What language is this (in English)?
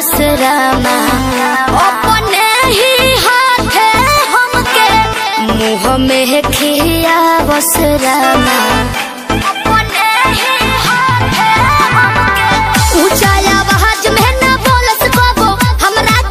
Bhojpuri